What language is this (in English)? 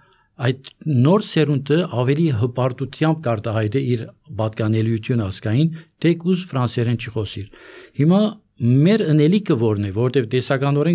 Armenian